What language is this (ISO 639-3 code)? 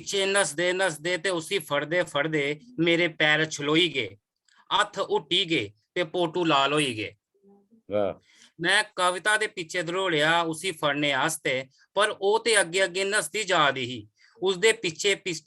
doi